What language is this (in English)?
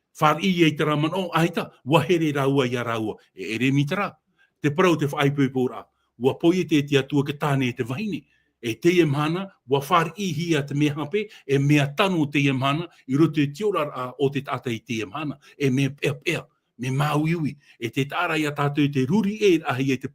Tahitian